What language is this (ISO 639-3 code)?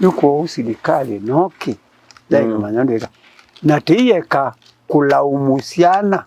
kam